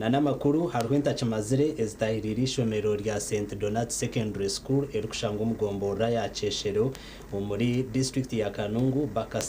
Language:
Nyankole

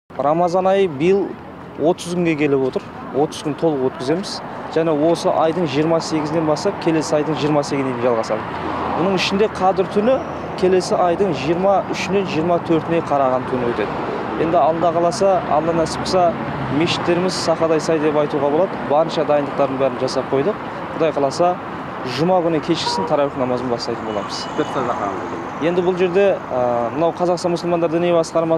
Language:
Kazakh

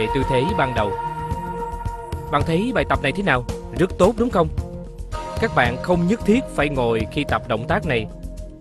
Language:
Vietnamese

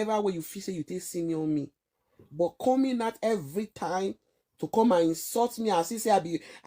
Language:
Nigerian Pidgin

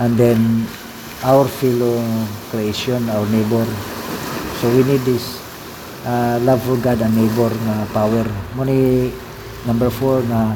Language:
Cebuano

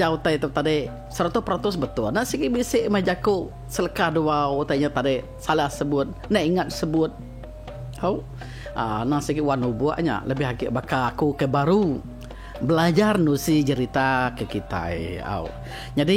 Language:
Iban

